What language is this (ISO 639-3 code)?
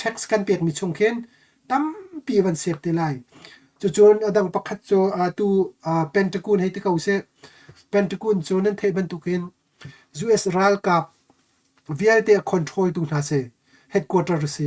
cnh